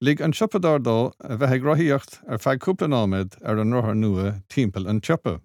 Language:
Irish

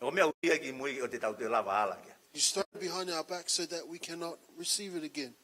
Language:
Tongan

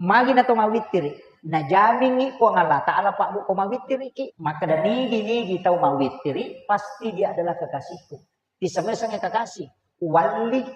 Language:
Buginese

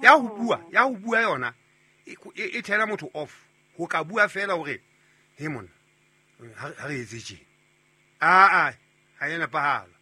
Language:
Southern Sotho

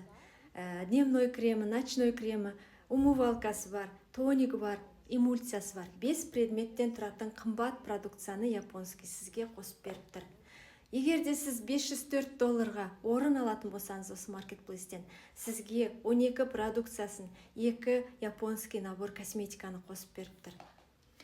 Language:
Kazakh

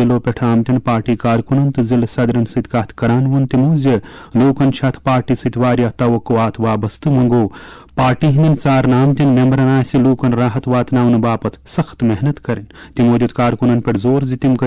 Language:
Kashmiri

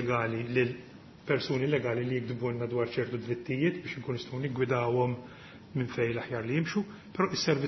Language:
Maltese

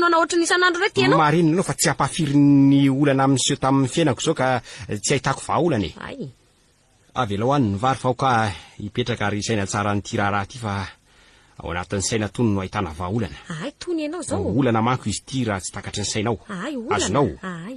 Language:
Malagasy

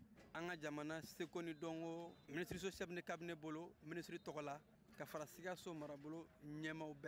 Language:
Bambara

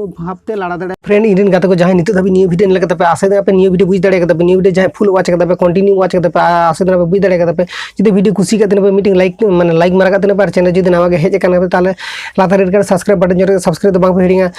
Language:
Santali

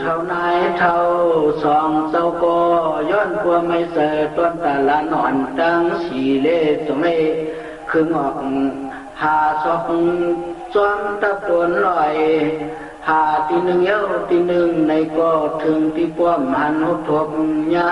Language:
Shan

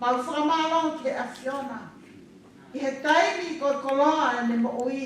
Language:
Tongan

